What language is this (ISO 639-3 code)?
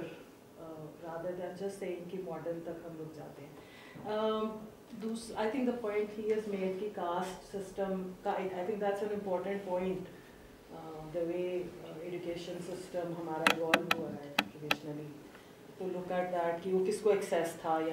hin